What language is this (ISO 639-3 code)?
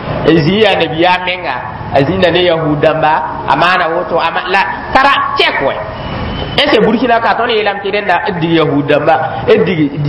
mos